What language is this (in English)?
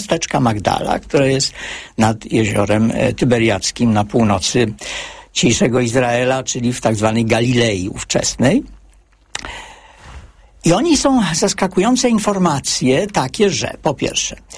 Polish